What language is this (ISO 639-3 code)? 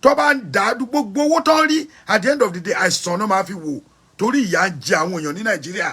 yor